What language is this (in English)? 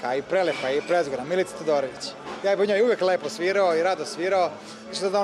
Serbian